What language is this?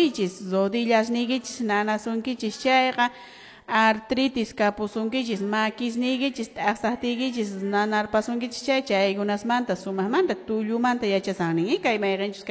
Quechua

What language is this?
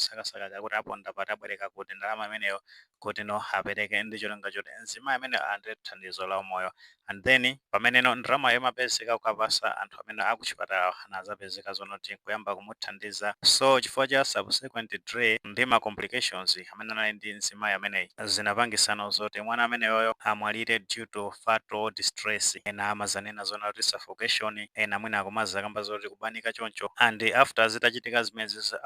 Nyanja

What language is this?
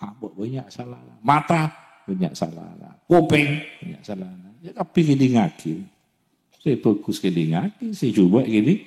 Madurese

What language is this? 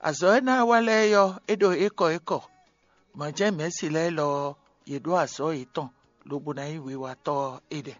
Fon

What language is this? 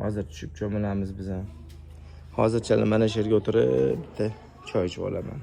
Uzbek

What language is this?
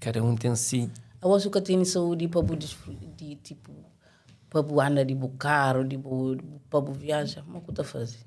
Kabuverdianu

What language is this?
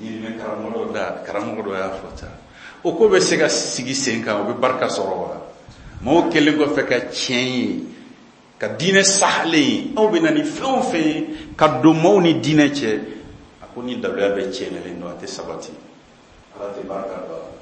Bambara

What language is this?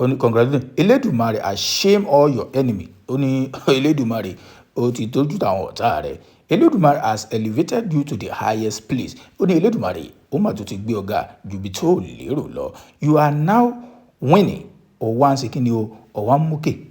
Yoruba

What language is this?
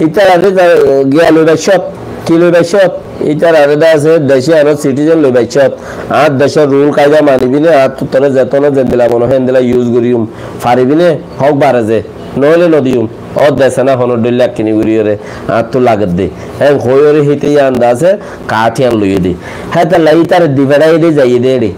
Rohingya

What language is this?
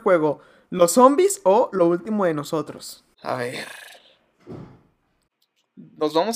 Spanish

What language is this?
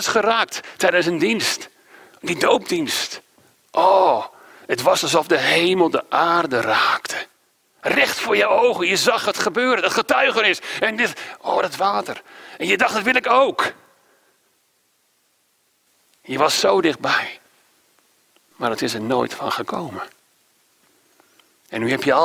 Dutch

